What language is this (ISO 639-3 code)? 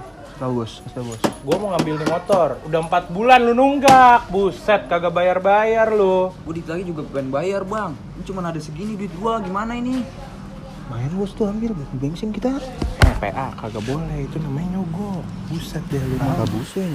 bew